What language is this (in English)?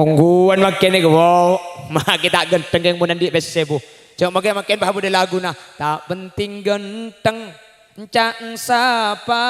Madurese